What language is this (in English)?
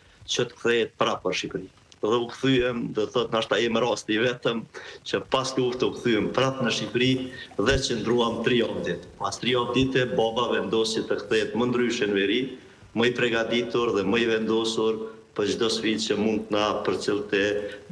Albanian